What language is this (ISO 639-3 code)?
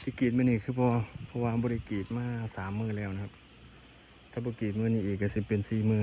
tts